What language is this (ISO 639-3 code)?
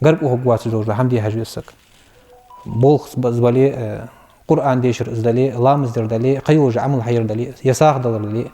inh